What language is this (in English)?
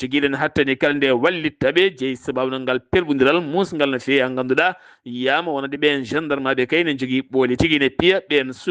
Fula